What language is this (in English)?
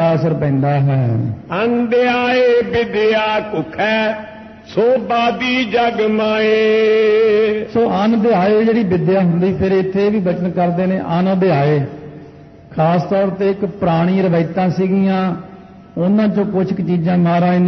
Punjabi